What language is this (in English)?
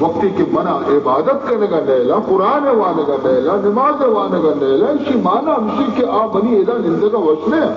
Baluchi